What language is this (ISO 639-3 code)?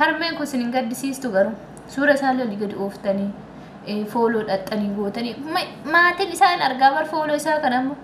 orm